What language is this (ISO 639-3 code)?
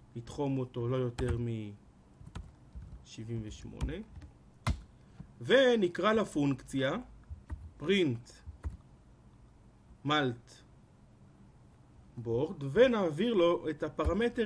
heb